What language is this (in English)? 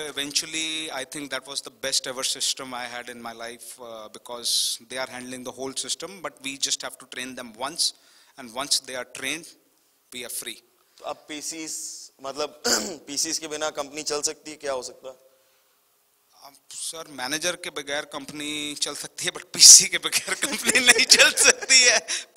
Hindi